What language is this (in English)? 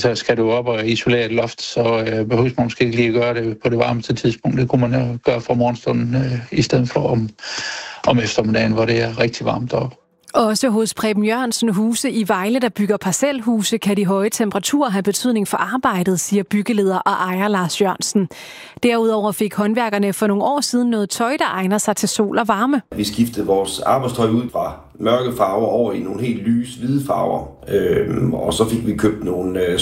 Danish